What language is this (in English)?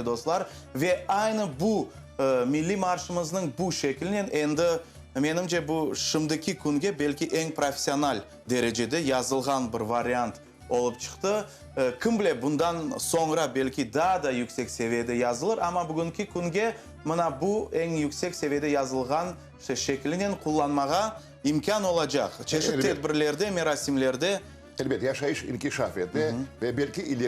Crimean Tatar